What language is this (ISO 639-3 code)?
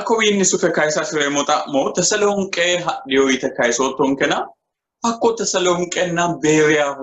sid